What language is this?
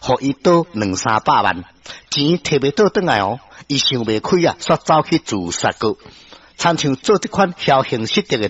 Min Nan Chinese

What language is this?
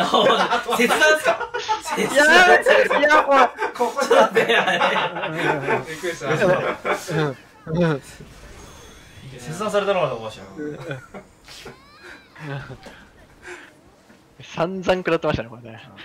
Japanese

